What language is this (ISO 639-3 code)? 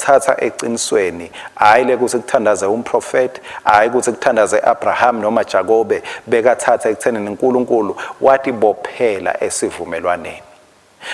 ssw